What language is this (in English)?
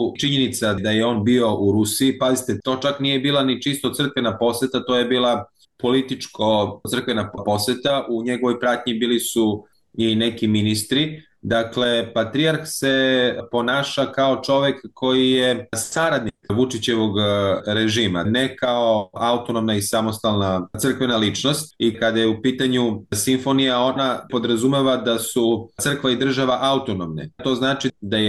Serbian